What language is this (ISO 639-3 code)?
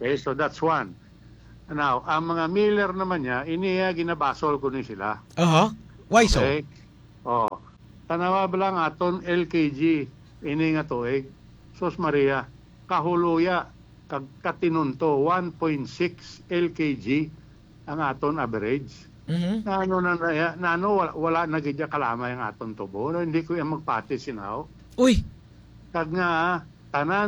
hil